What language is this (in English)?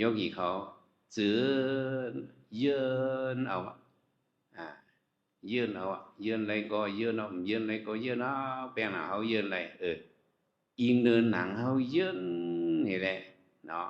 Shan